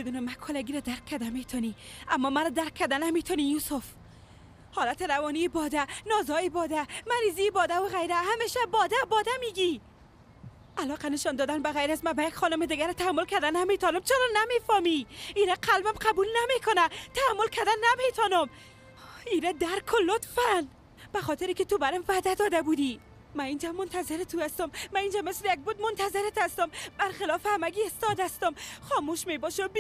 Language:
Persian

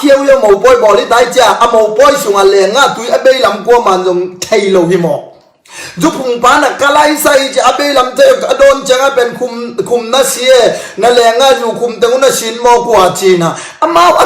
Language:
Tedim Chin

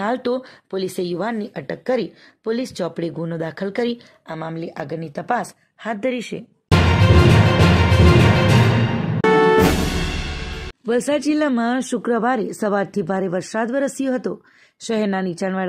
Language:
Gujarati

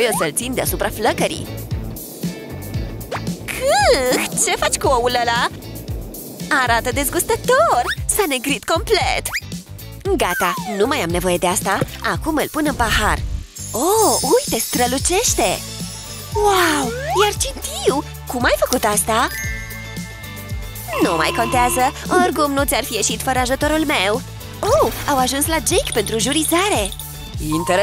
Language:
Romanian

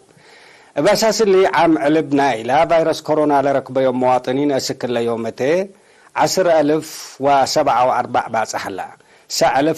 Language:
Tigre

